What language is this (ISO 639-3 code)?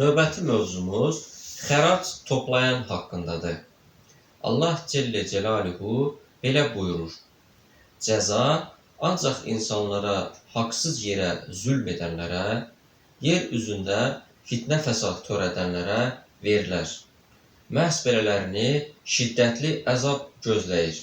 aze